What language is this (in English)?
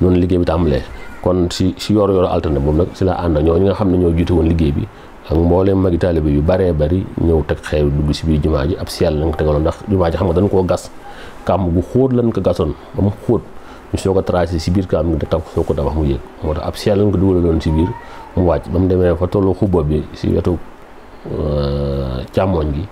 Wolof